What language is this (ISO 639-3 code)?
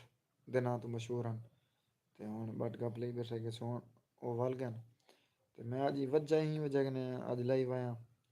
skr